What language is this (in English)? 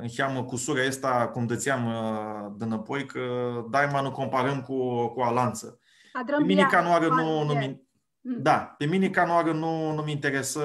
Aromanian